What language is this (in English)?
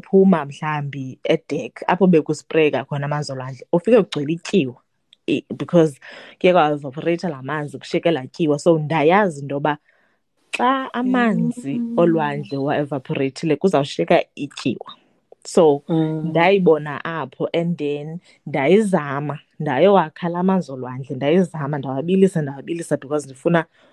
Xhosa